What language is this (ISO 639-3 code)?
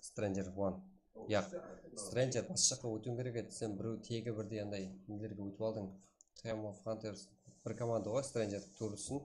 kaa